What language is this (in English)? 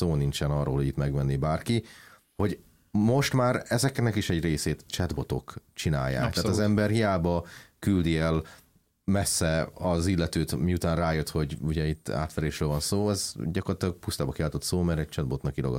Hungarian